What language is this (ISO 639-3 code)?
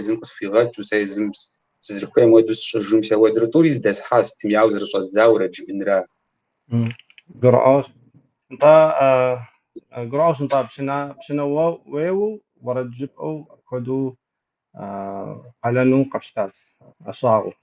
kbd